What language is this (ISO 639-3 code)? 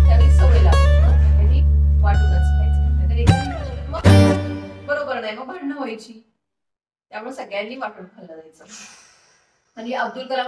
mar